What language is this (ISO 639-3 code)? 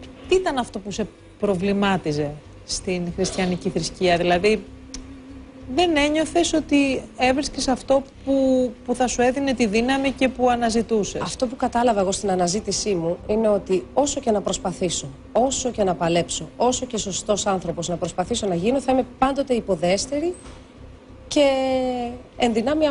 ell